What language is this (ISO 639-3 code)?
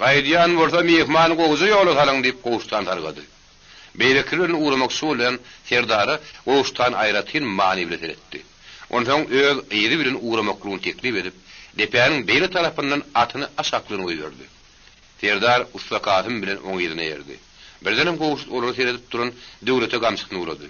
tuk